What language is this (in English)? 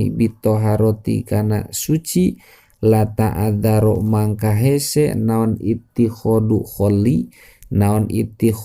Sundanese